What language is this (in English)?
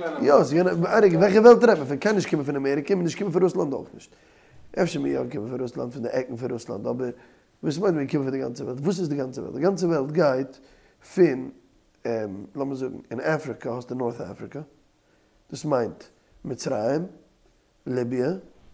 Yiddish